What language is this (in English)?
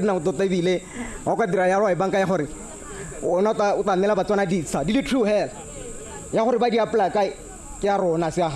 Tswana